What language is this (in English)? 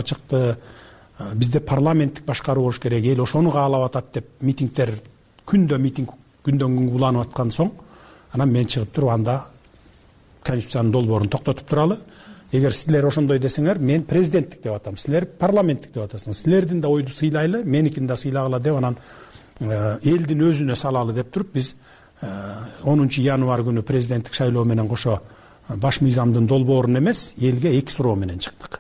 Kyrgyz